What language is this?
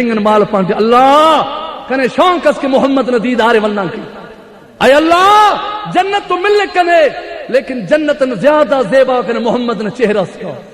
Brahui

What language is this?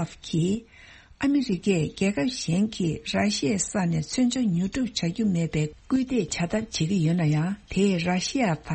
Tibetan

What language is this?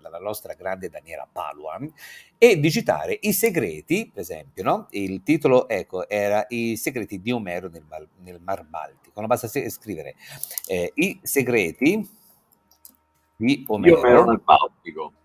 Italian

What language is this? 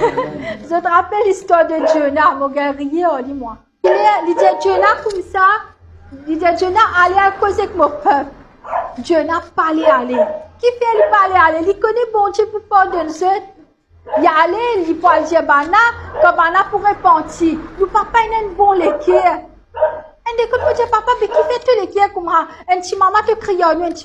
Morisyen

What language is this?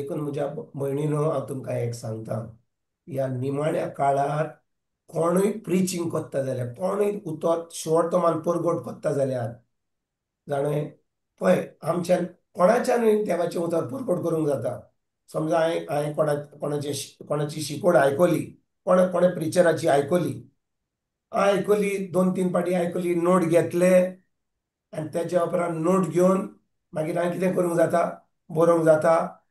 Konkani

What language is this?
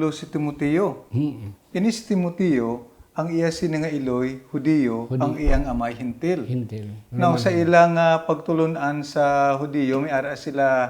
Hiligaynon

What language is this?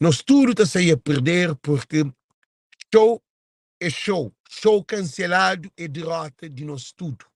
Kabuverdianu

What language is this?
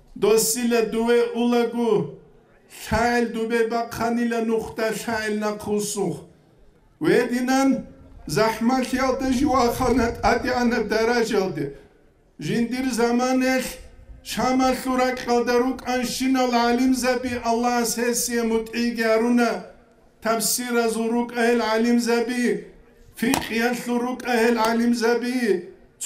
Avaric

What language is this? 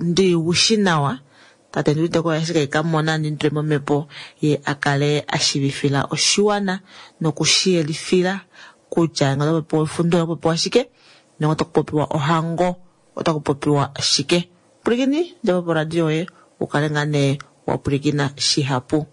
Kuanyama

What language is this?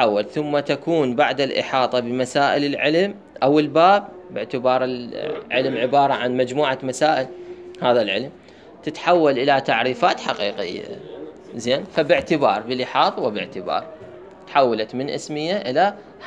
Mesopotamian Arabic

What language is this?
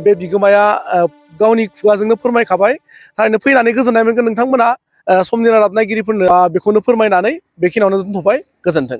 Bodo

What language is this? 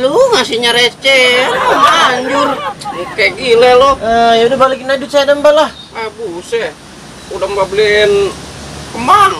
Betawi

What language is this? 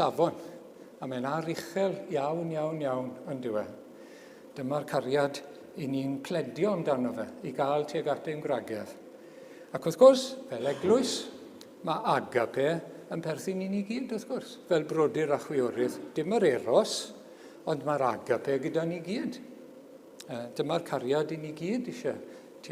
Welsh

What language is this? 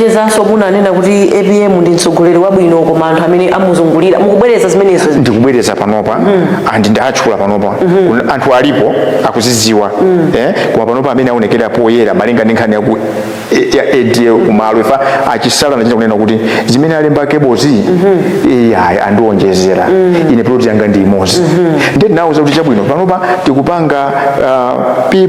Nyanja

